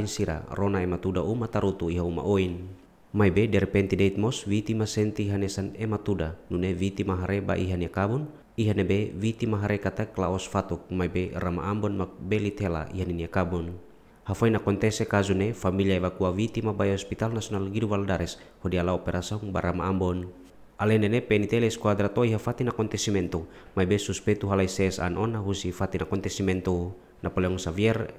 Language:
Tetum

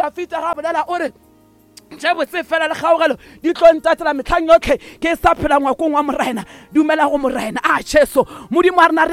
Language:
Northern Sotho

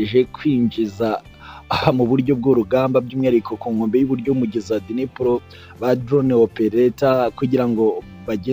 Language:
Kinyarwanda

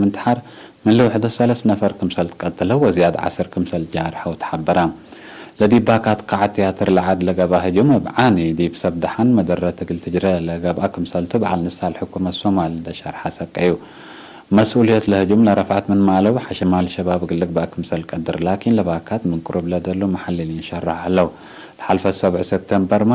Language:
Tigre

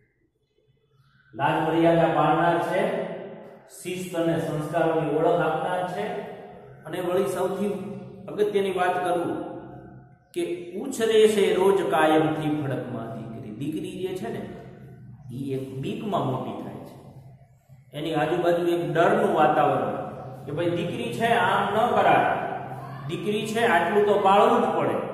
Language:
Gujarati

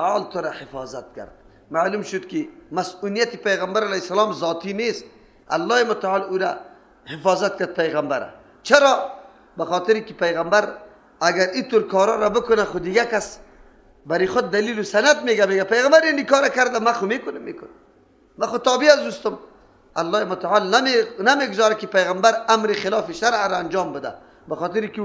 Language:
Persian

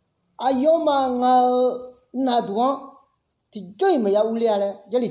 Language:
Akha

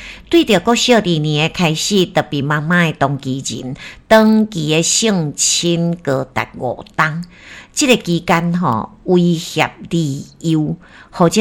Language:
Min Nan Chinese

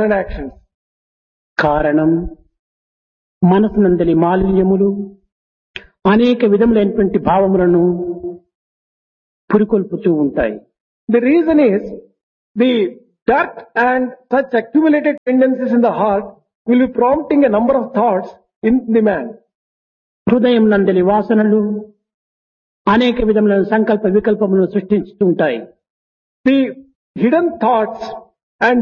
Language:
Telugu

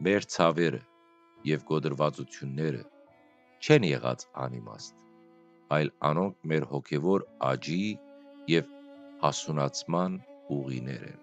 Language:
Western Armenian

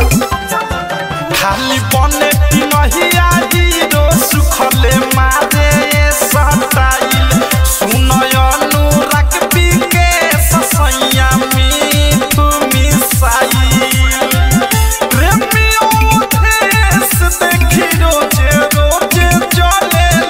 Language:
Bhojpuri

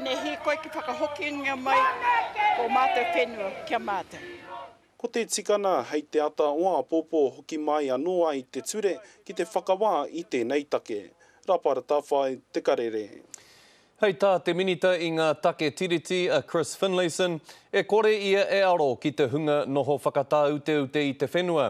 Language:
Māori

